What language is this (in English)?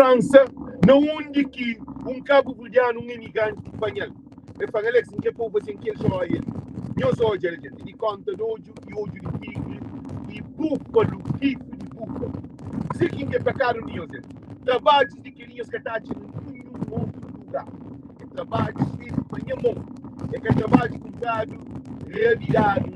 Kabuverdianu